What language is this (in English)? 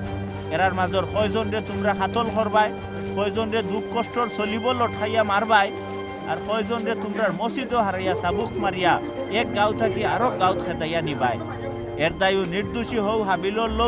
Sylheti